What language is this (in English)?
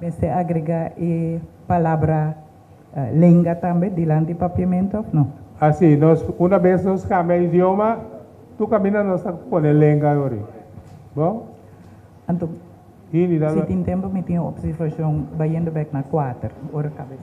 Papiamento